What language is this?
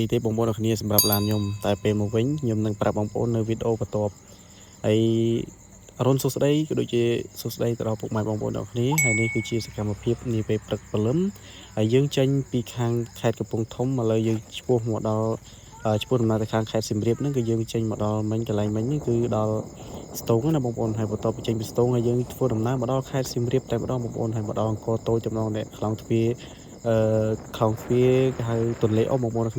Khmer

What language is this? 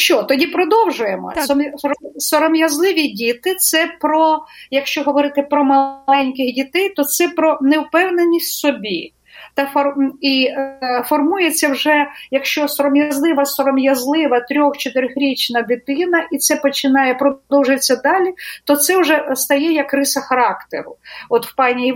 Ukrainian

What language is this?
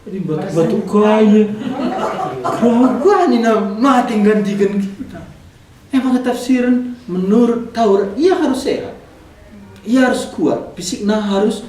Batak Karo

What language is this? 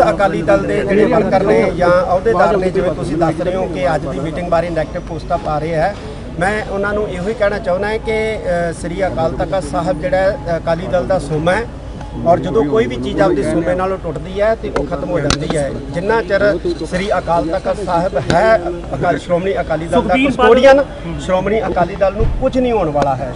Punjabi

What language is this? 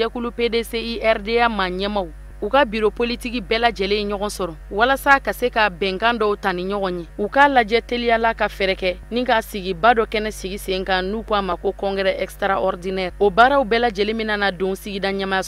Bambara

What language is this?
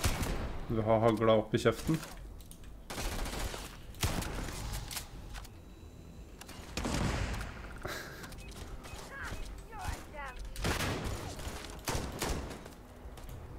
Norwegian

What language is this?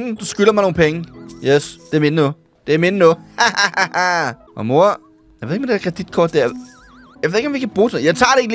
Danish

